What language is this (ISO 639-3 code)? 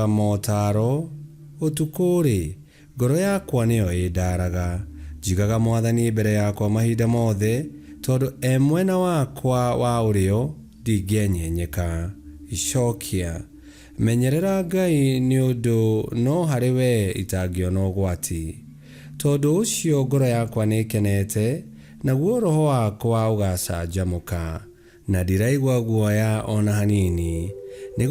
kik